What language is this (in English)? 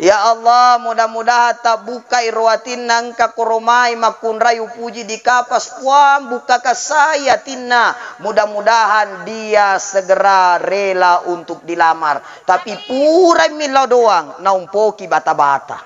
Buginese